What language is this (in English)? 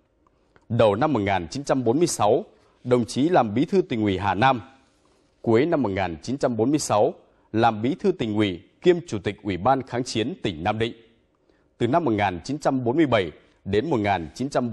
Vietnamese